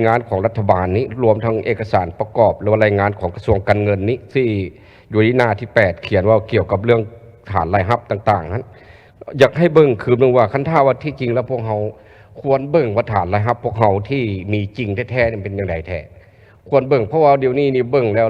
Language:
Lao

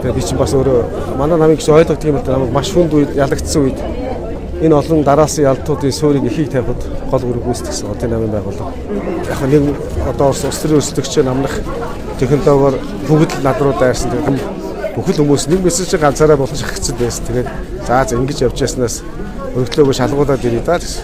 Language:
Mongolian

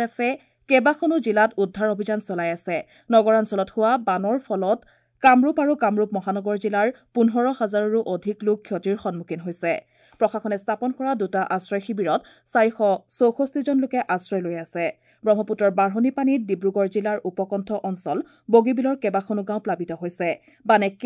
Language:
Assamese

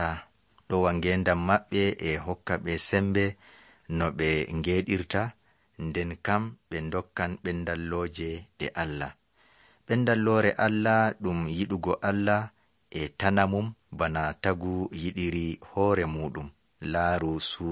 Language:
Nigerian Fulfulde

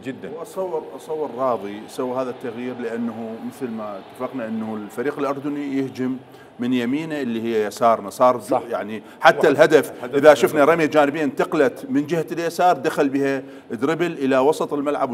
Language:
Mesopotamian Arabic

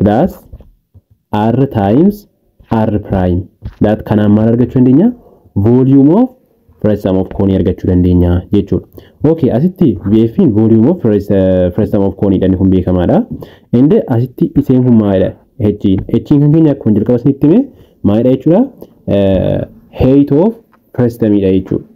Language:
Oromo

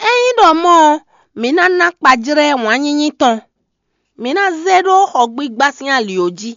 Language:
Fon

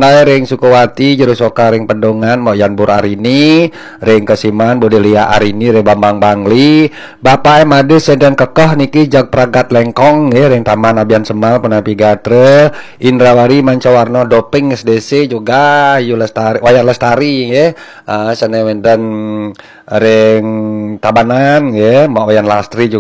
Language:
Balinese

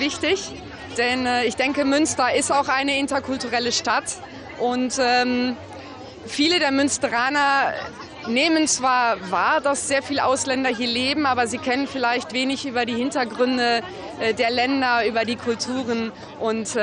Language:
German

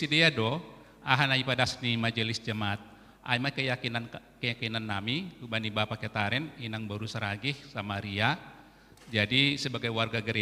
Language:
Batak Simalungun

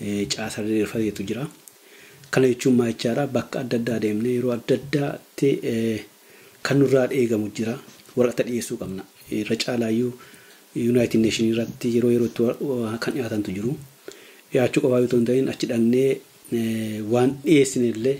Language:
Oromo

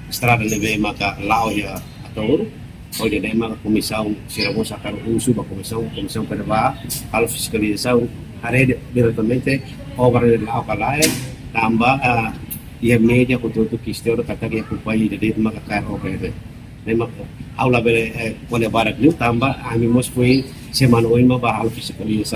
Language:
Tetum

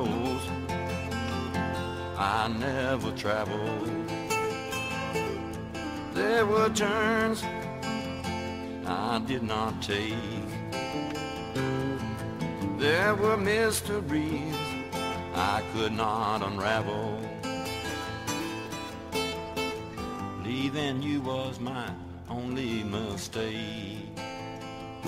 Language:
English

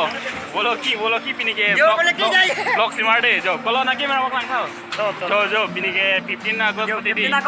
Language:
Karbi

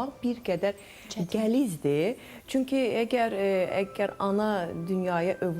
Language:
Azerbaijani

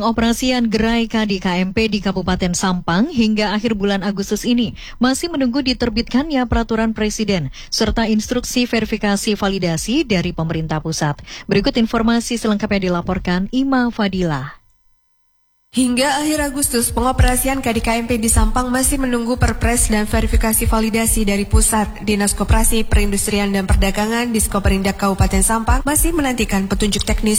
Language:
Indonesian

